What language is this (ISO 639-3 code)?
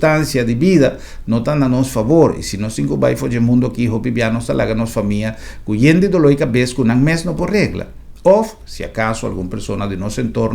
pap